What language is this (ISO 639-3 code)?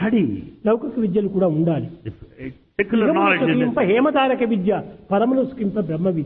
tel